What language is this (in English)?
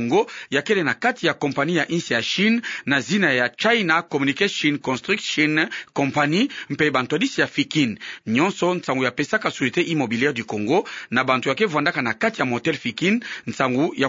Kituba (Democratic Republic of Congo)